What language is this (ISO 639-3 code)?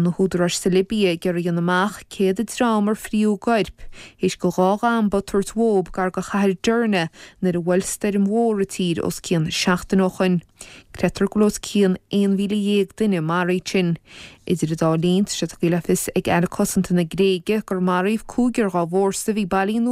gle